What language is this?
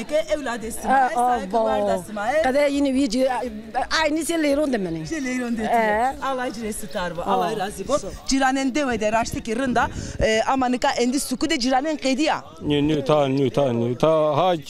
Zaza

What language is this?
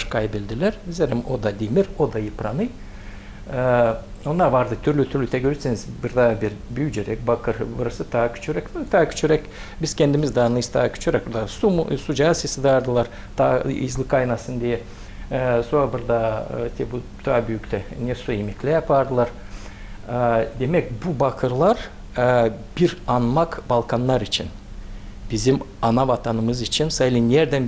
Gagauz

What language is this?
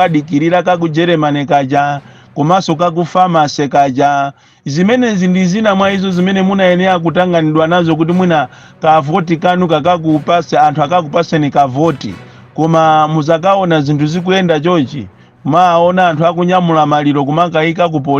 Nyanja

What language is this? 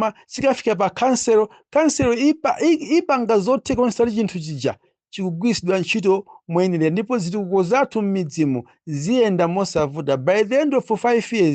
Nyanja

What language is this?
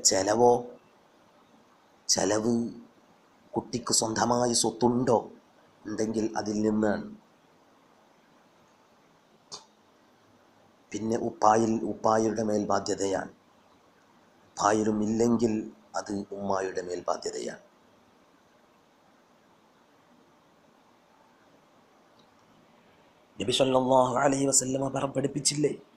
Malayalam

